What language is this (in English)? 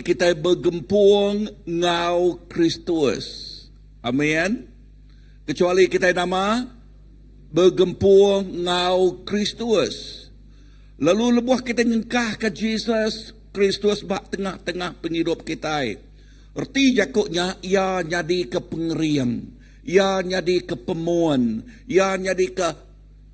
Iban